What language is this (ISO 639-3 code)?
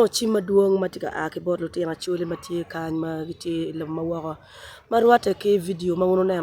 ach